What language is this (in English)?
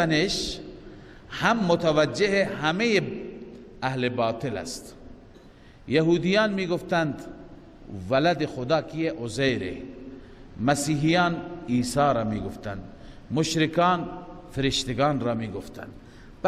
Persian